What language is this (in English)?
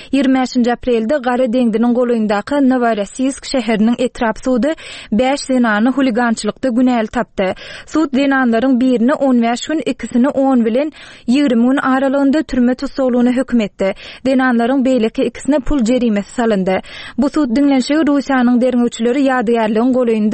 Turkmen